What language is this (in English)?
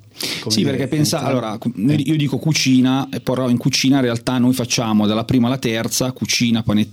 Italian